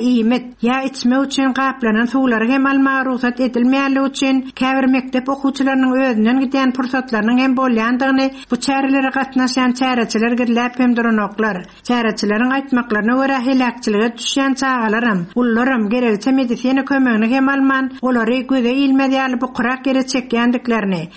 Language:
Turkmen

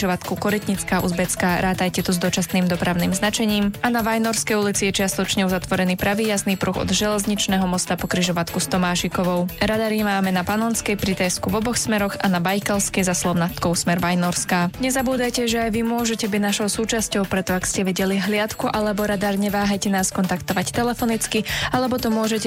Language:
Slovak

